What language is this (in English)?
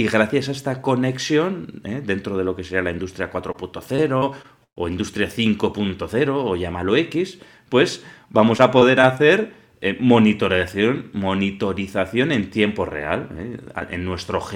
Spanish